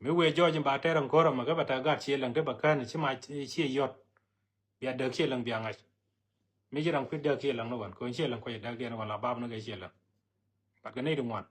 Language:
Nuer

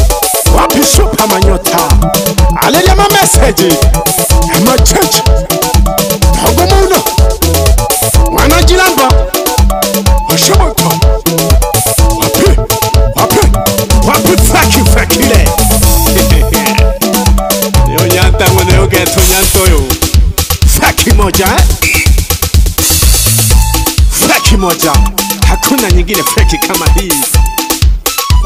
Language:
Swahili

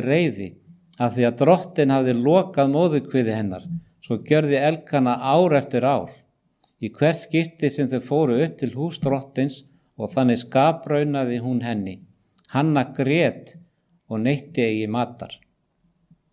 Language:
Icelandic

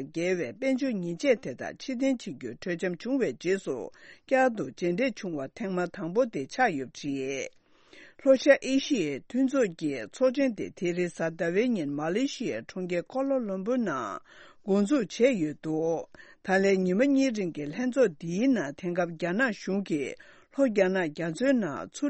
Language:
Tibetan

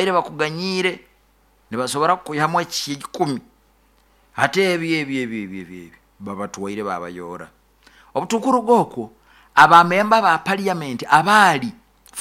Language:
Nyoro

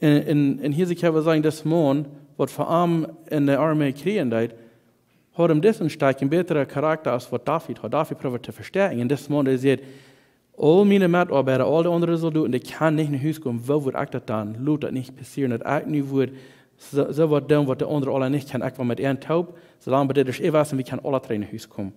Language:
Plautdietsch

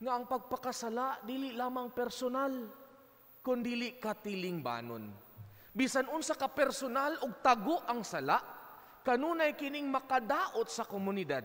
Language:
Cebuano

